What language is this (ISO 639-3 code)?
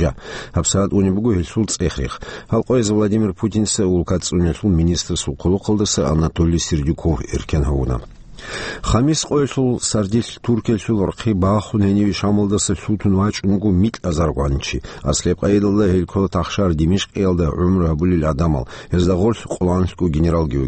ava